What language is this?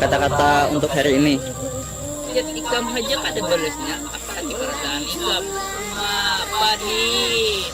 Banjar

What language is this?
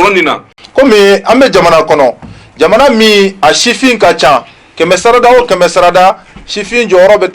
Bambara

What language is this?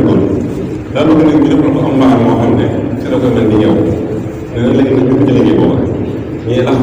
Wolof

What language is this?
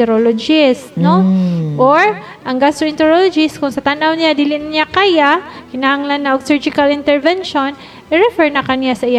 Cebuano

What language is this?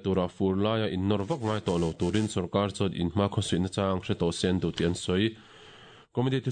Mizo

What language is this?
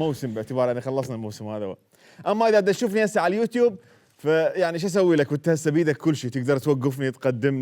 Mesopotamian Arabic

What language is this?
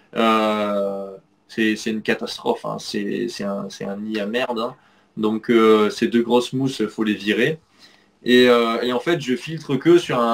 French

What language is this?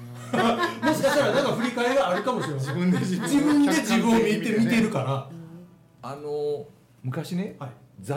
Japanese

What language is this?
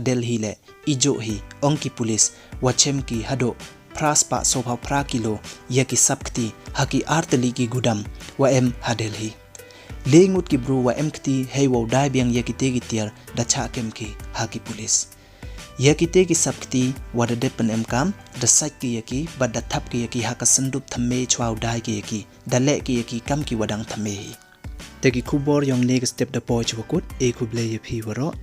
Pnar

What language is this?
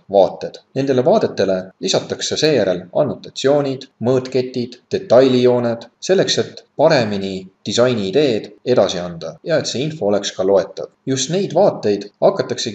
Estonian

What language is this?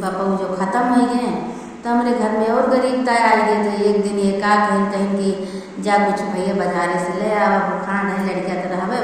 Awadhi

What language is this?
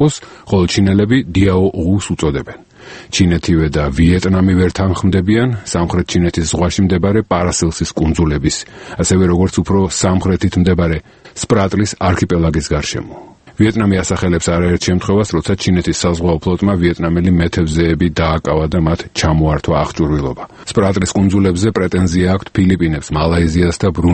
Georgian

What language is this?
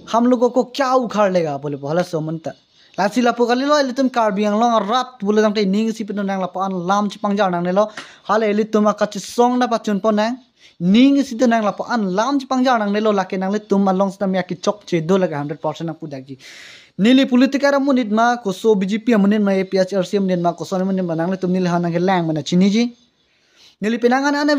Karbi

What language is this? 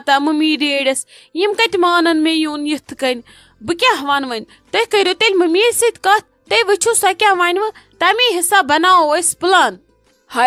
Kashmiri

